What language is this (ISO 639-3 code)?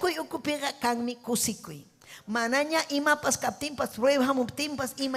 quy